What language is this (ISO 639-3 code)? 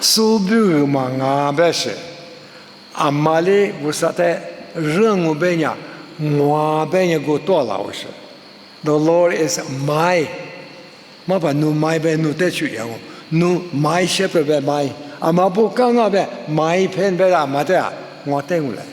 lis